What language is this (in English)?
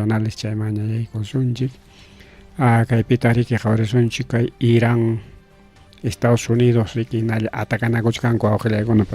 Ayacucho Quechua